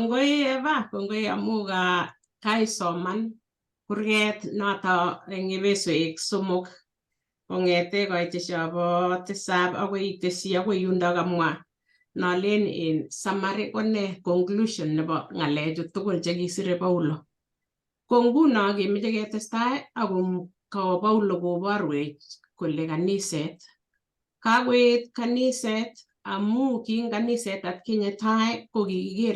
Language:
Kalenjin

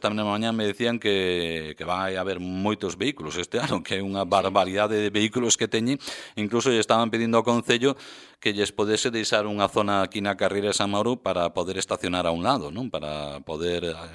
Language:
Galician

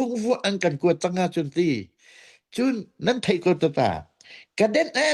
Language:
Hakha Chin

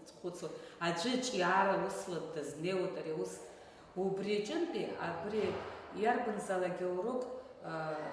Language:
Abkhazian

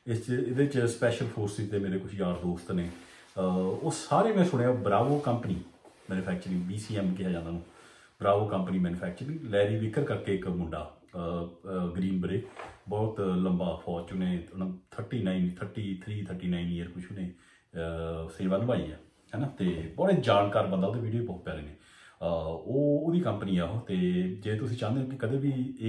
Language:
Punjabi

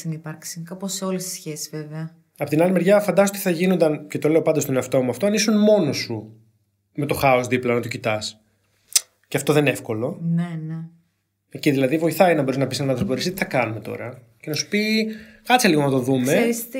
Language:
Greek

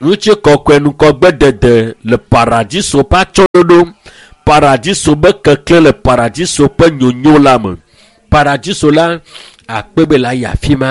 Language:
Ewe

